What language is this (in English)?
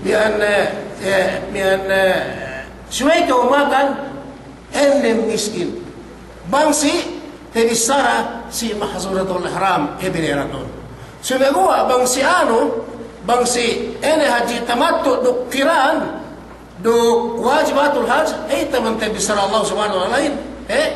Yakan